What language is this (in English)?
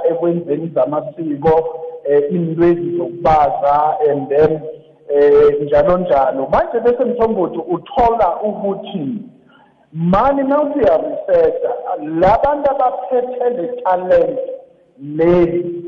South Ndebele